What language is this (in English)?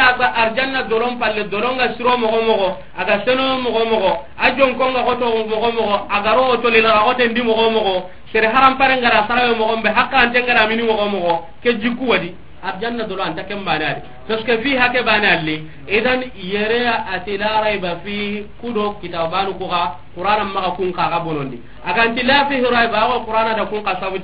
Soninke